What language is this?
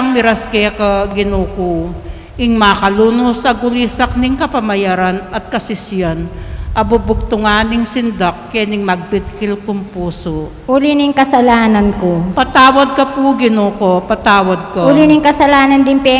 Pampanga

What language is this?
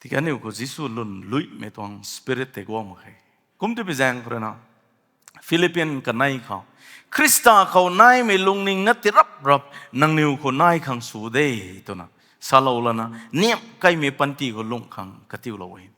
Rongmei Naga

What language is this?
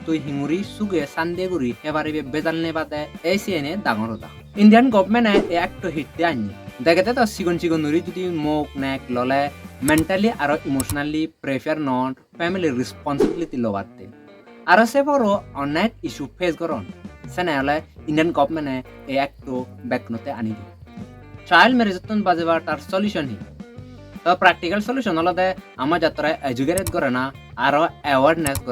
Chakma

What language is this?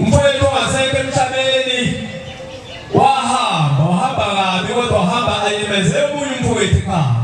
Zulu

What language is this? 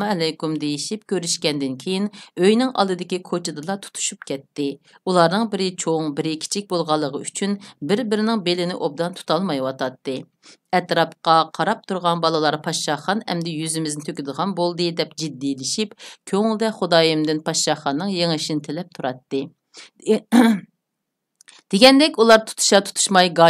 Uyghur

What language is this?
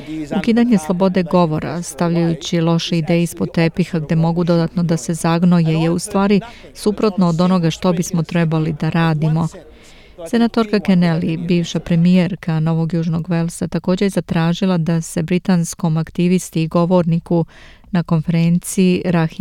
Serbian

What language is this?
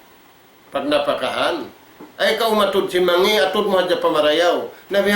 Tausug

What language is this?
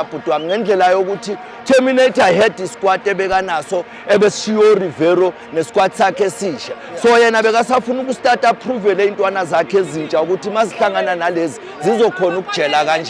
Zulu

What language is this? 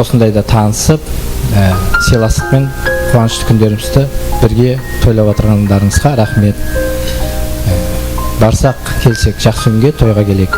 Kara-Kalpak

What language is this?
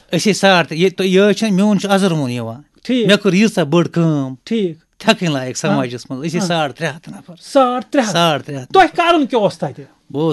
Kashmiri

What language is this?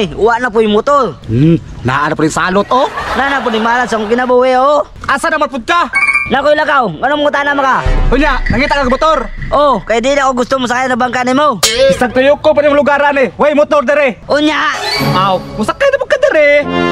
Cebuano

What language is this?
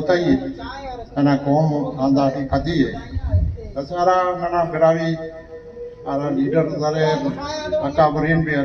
Brahui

